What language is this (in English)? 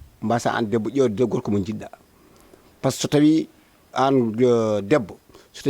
Fula